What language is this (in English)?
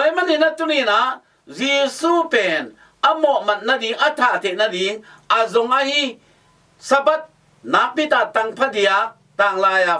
Tedim Chin